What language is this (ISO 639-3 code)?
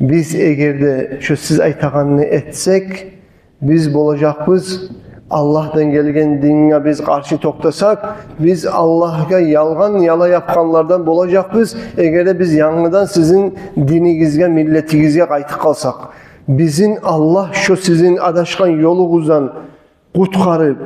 kum